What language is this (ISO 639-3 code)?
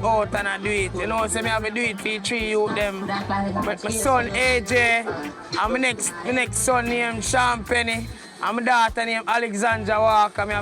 jam